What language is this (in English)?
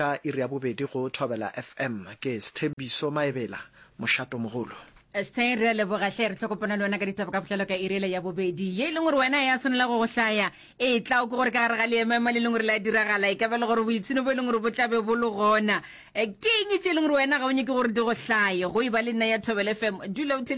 Northern Sotho